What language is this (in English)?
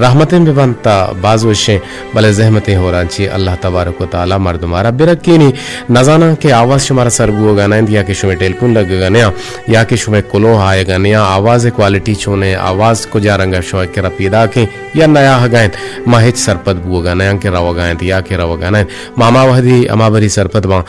Eastern Balochi